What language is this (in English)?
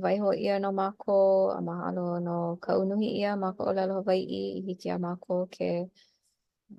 Hawaiian